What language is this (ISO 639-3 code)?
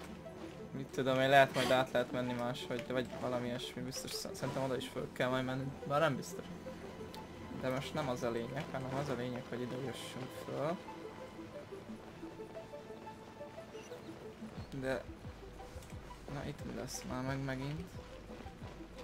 hun